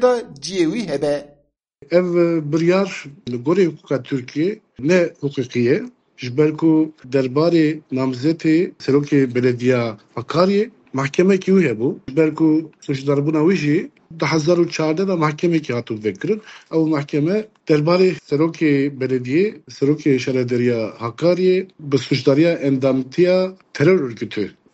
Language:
Kurdish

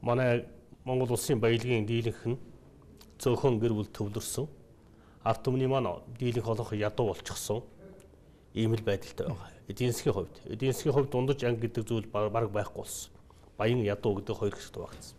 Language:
Mongolian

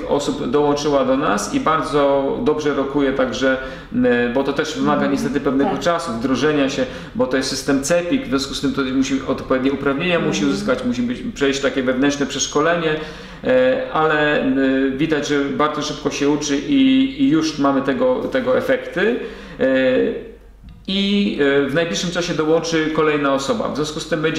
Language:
Polish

